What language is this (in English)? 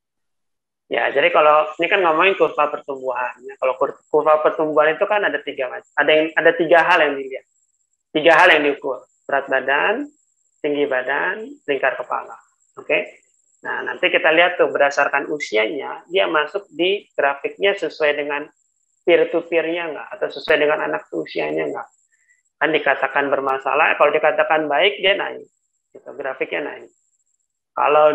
Indonesian